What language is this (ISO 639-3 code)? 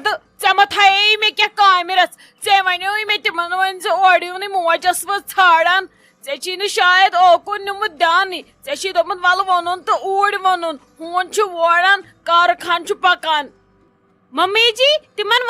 kas